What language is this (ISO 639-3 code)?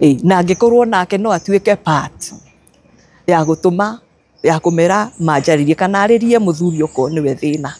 kik